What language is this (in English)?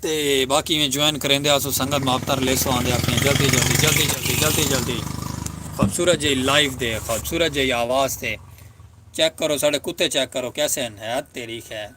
Saraiki